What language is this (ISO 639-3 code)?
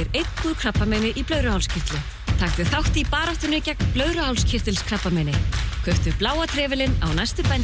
isl